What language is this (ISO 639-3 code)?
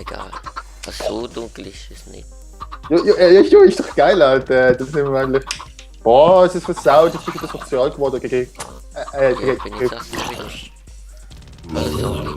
gsw